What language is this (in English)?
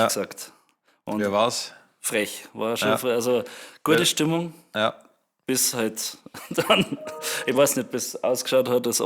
Bavarian